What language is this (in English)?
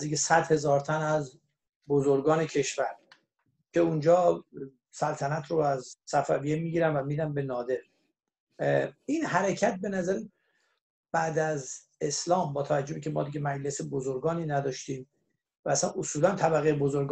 Persian